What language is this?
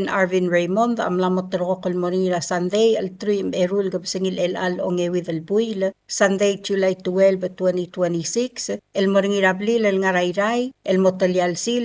Palauan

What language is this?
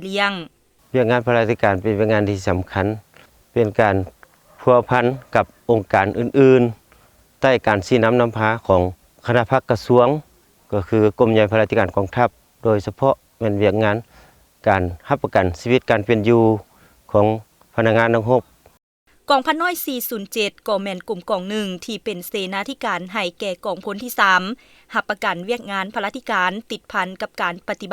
Lao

